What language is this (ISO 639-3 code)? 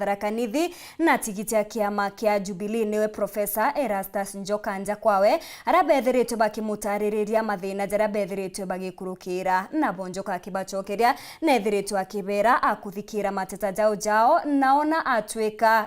mer